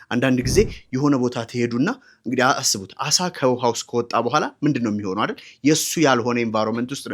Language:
Amharic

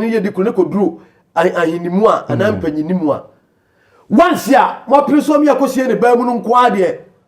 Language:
Akan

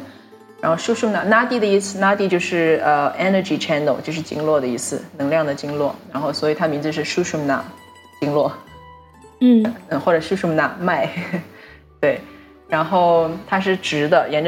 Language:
Chinese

